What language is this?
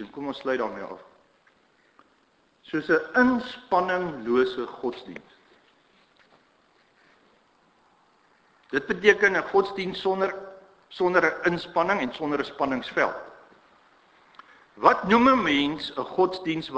Afrikaans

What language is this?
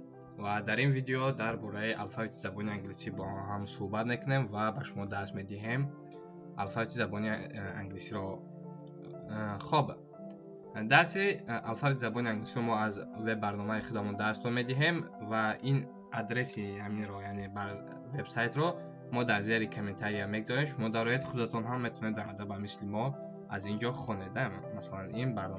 Tajik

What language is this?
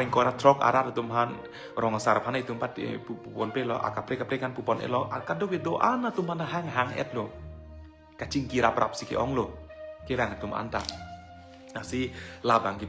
Karbi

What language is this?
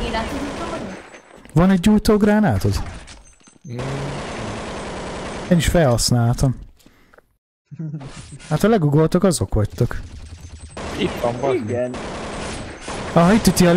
Hungarian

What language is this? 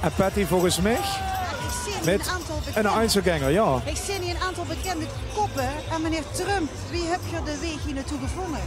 Limburgish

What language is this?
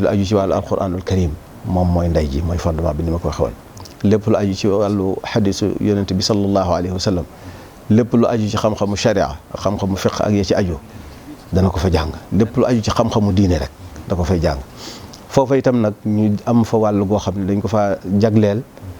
Wolof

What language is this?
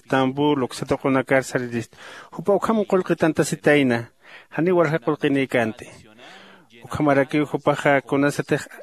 Aymara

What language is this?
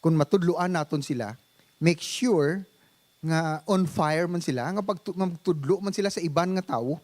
Hiligaynon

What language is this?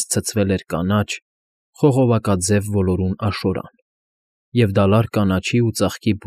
Armenian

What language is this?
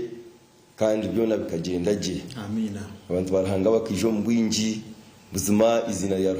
Nyankole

